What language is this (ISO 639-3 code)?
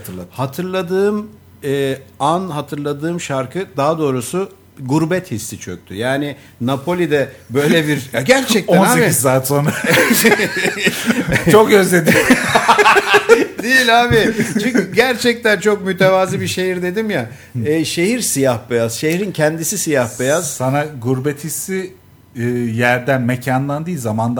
tur